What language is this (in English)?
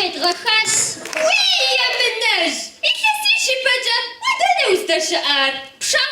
Kabardian